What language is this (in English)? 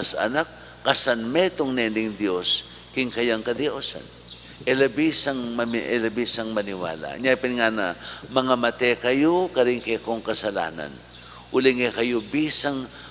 Pampanga